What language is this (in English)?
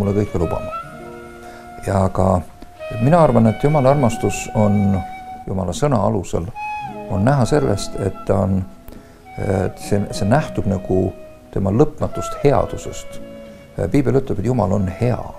Estonian